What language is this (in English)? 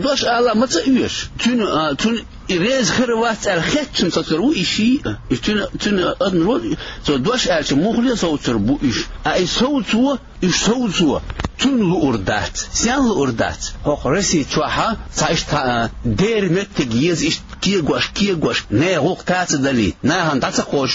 Chechen